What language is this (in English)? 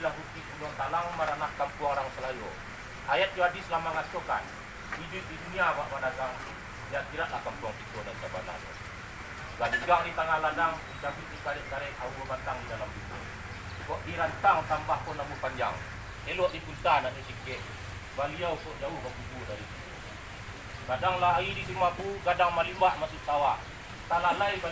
Minangkabau